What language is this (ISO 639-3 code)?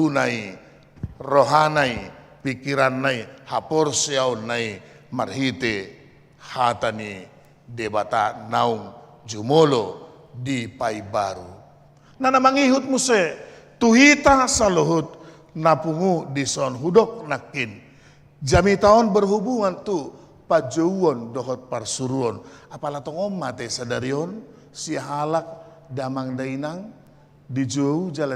bbc